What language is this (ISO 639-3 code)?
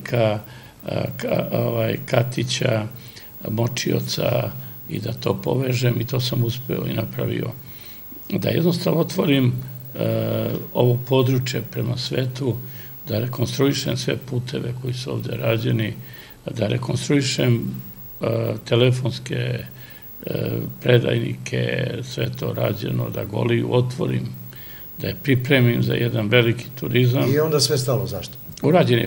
srp